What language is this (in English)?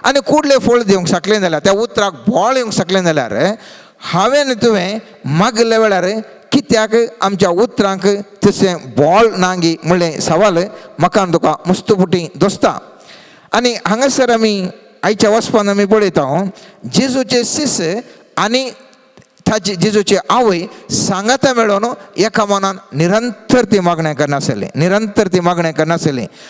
Konkani